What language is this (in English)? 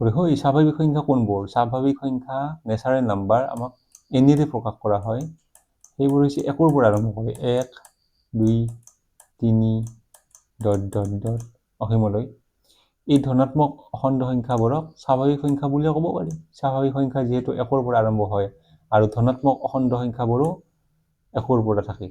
Assamese